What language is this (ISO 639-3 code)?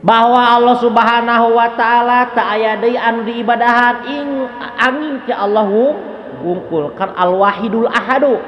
sun